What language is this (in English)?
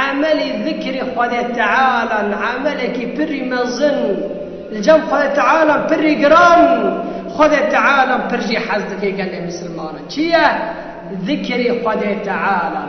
Kurdish